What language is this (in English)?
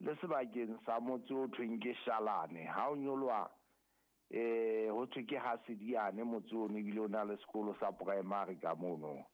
Southern Sotho